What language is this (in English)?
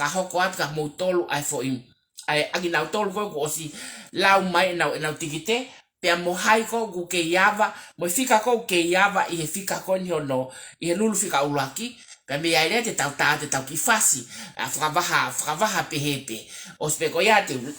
Tongan